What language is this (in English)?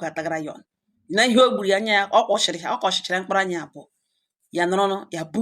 Igbo